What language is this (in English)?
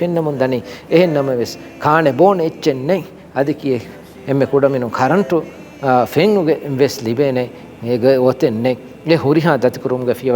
Divehi